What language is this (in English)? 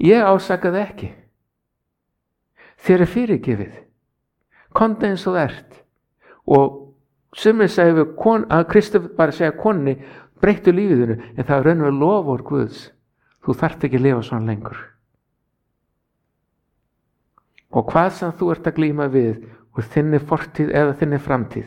Icelandic